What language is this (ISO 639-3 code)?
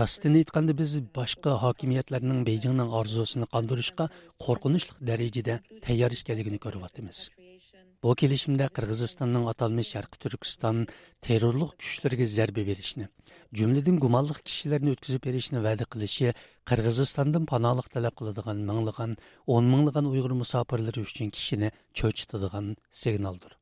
uig